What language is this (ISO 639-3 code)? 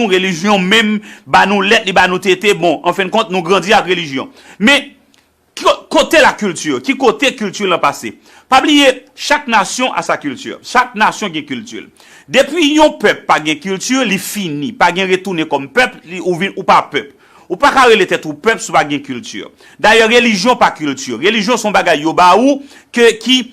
hat